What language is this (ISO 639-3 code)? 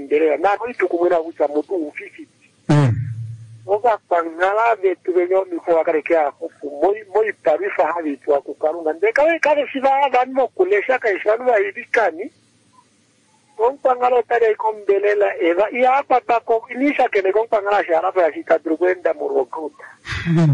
swa